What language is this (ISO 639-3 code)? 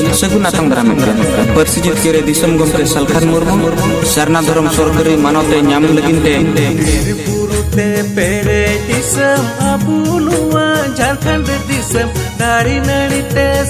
sat